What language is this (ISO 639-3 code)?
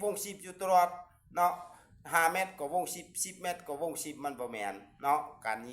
lao